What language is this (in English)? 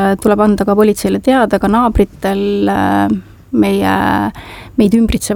Estonian